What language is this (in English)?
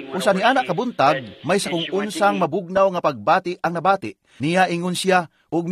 Cebuano